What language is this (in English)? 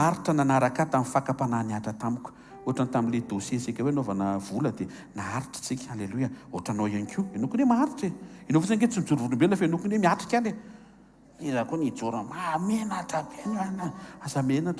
Malagasy